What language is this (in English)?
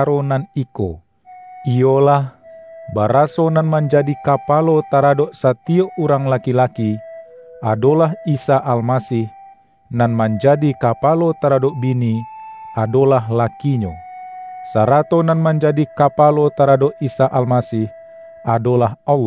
Minangkabau